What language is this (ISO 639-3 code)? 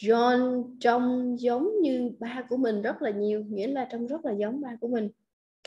vie